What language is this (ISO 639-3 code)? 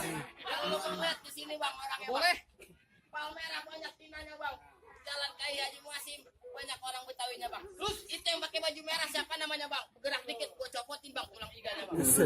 bew